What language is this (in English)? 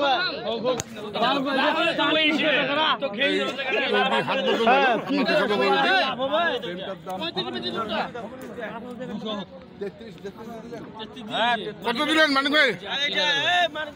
Bangla